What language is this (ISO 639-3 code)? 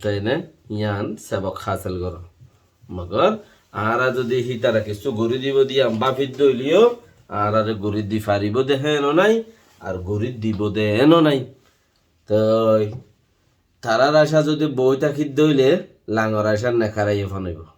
rhg